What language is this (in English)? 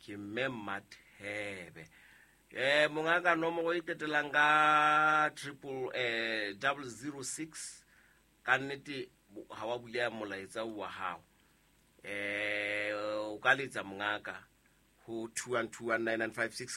Southern Sotho